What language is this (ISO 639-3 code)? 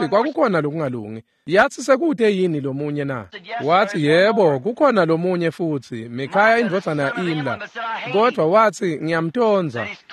ssw